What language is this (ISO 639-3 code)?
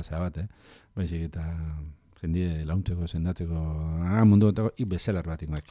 eus